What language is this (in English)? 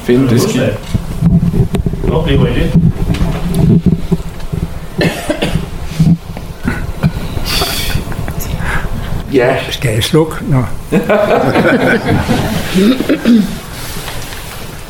Danish